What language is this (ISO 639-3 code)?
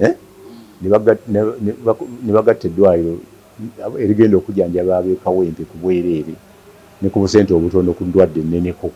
lug